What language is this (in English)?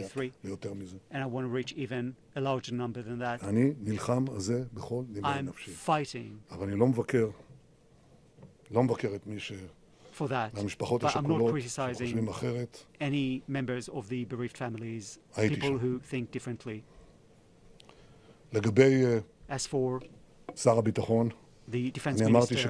Hebrew